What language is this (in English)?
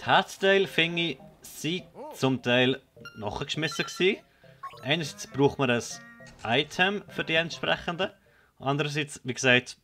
Swiss German